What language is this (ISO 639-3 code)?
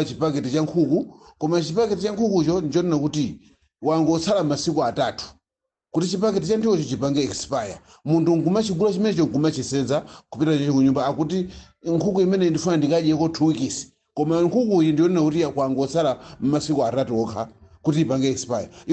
nya